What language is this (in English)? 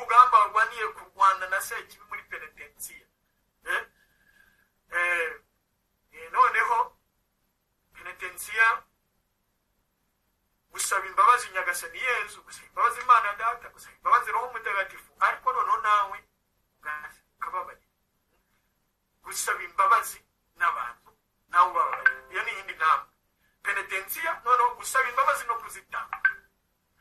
Kinyarwanda